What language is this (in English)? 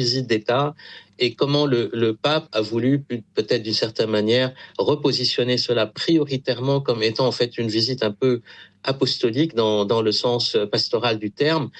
French